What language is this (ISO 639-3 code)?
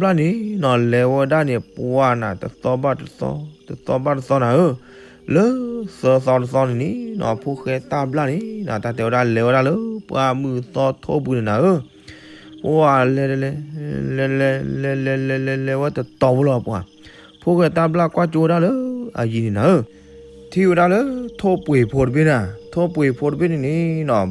ksw